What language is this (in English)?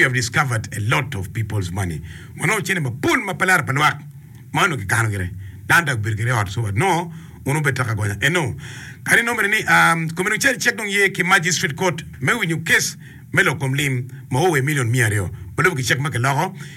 Acoli